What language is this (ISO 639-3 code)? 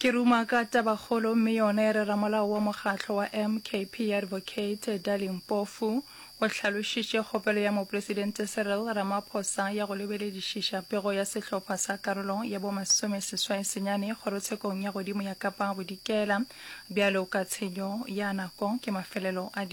nso